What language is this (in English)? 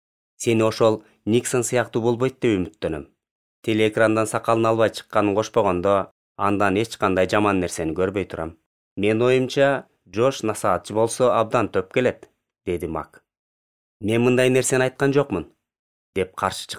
Kyrgyz